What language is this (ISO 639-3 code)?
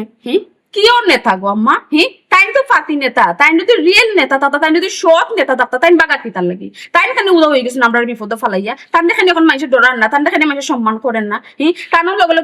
syl